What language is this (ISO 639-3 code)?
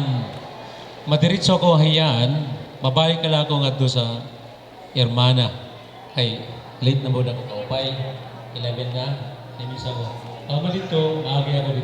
war